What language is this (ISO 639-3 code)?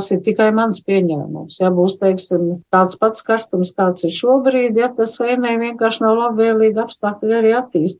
lav